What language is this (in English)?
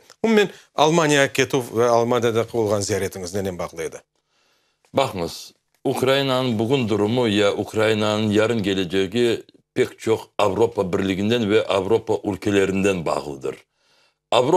Crimean Tatar